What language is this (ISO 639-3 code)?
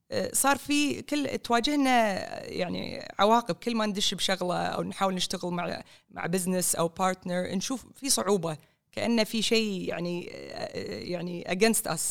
afb